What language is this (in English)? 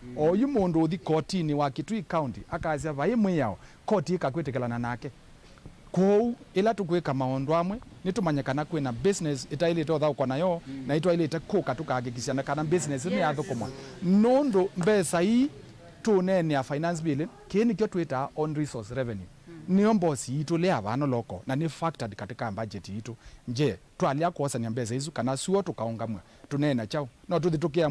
Kamba